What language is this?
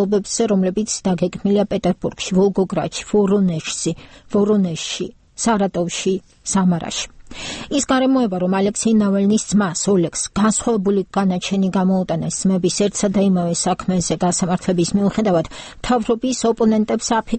Georgian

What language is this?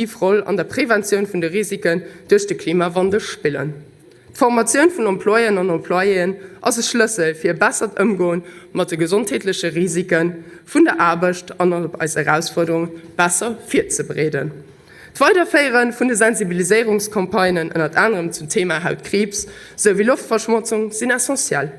Luxembourgish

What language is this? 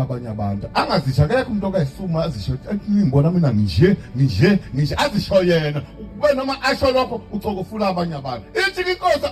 Zulu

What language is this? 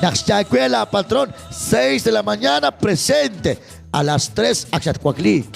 Kekchí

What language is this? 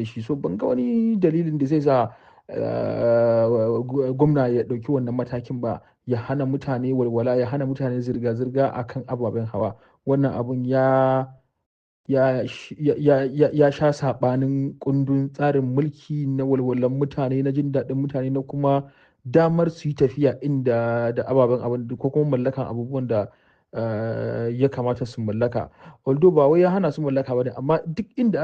Hausa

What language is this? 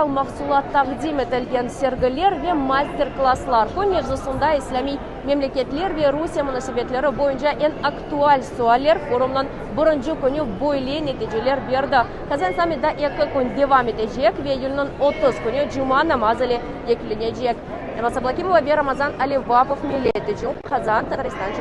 Crimean Tatar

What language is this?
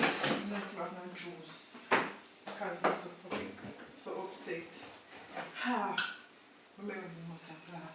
Jamaican Creole English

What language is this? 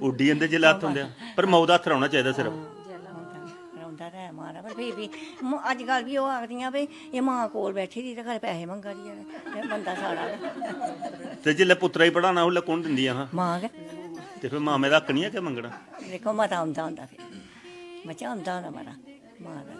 Dogri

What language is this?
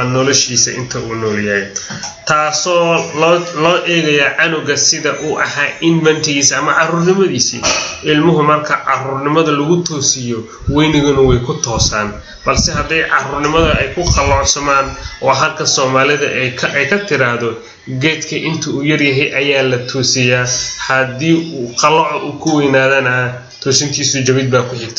Somali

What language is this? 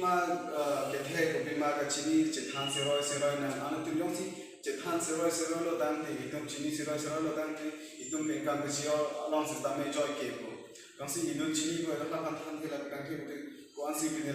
Karbi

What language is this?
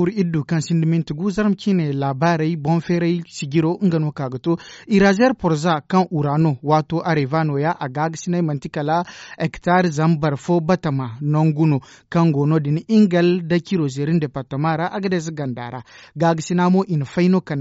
Zarma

